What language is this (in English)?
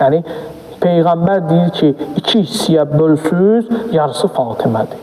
Azerbaijani